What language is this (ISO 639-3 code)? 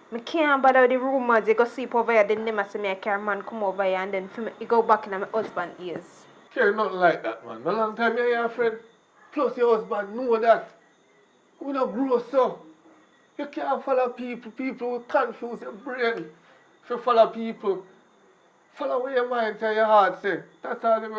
jam